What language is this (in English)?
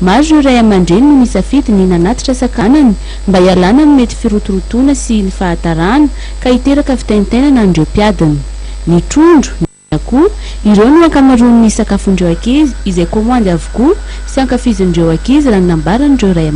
Malagasy